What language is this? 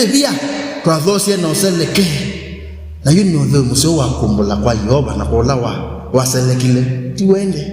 Kamba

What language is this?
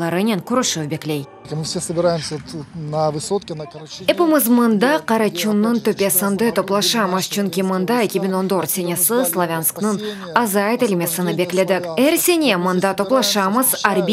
Crimean Tatar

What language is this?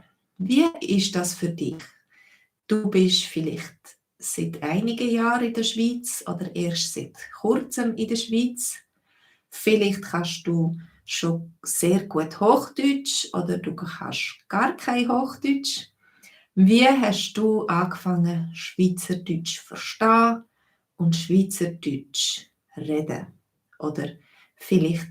Swiss German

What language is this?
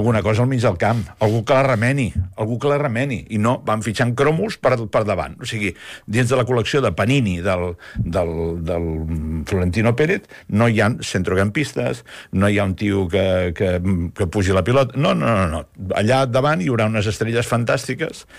Catalan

